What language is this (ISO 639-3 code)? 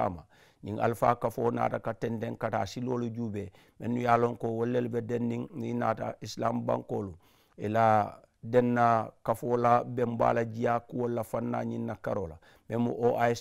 man